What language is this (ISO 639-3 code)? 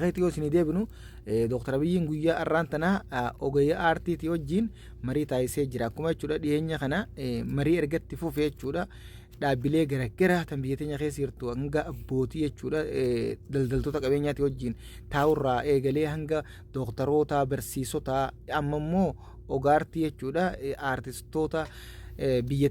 orm